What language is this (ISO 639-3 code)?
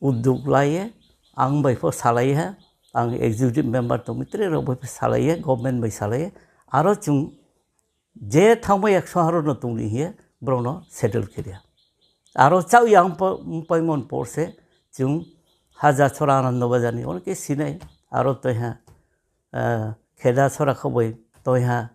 ria